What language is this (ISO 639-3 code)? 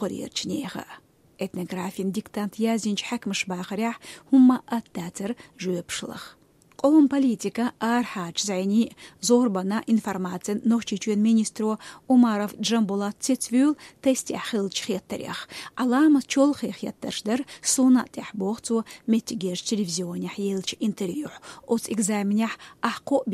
che